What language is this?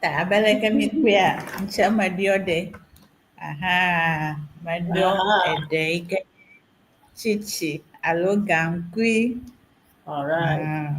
Ewe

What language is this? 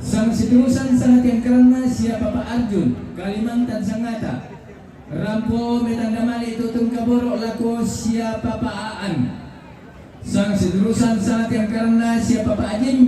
Toraja-Sa'dan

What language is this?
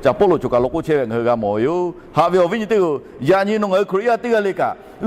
Lahu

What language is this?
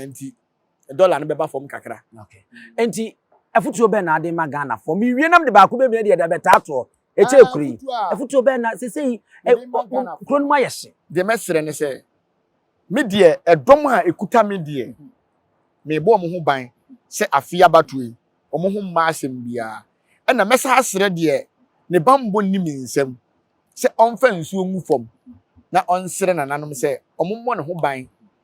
Akan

